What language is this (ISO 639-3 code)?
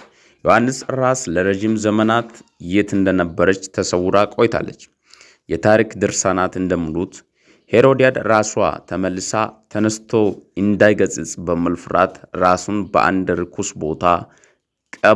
amh